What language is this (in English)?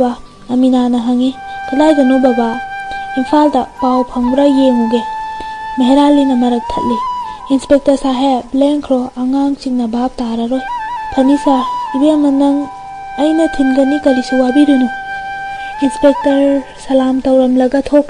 Manipuri